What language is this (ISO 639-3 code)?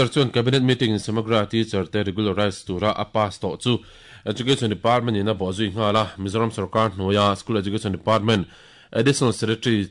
lus